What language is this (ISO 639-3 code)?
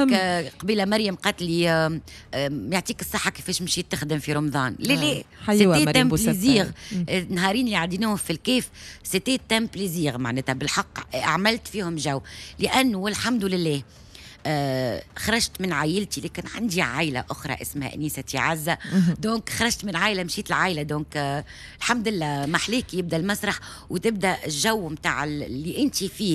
aeb